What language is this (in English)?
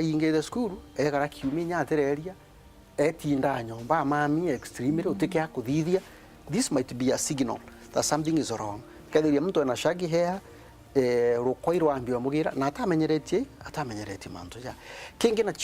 Meru